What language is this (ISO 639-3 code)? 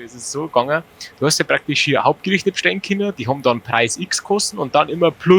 bar